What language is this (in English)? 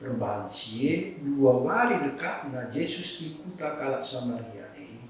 Batak Karo